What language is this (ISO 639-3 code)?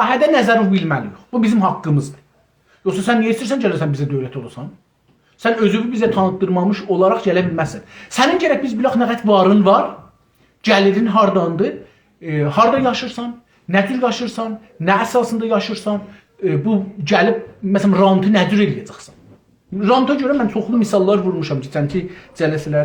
azb